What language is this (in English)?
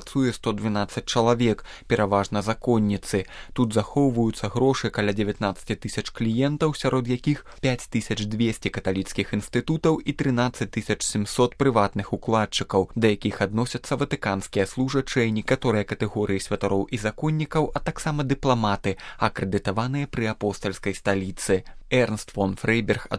Belarusian